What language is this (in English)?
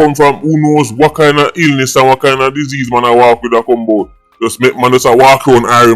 Jamaican Creole English